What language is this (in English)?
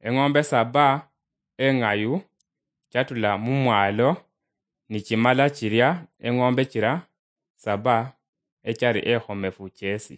Luyia